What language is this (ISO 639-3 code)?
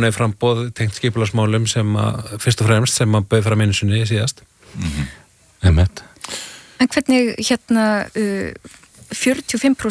isl